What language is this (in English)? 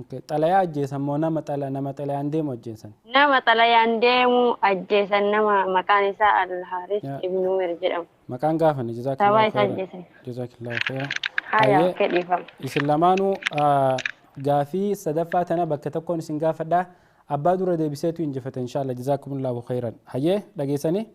Oromo